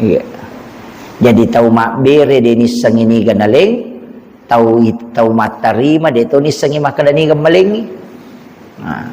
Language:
Buginese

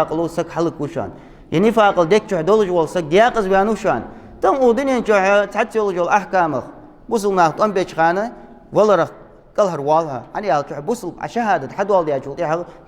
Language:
Ingush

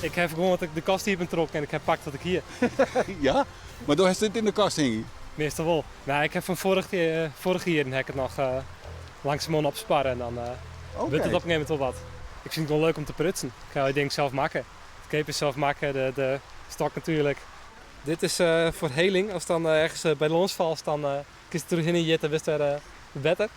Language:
Western Frisian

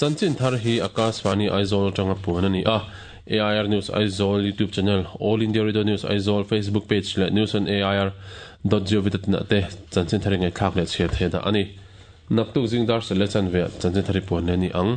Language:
Mizo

